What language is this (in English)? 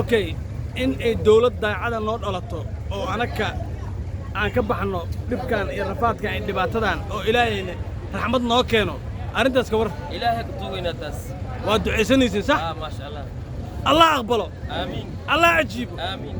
Somali